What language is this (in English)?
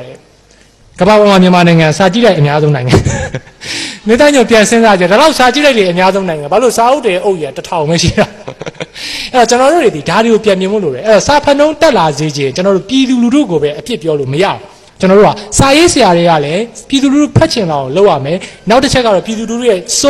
Burmese